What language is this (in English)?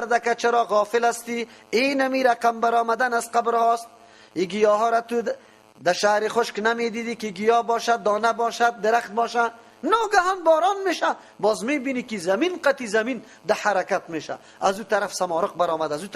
Persian